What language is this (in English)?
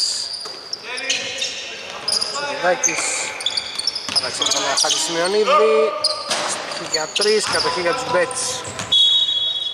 Greek